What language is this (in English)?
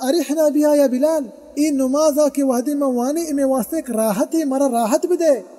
Baluchi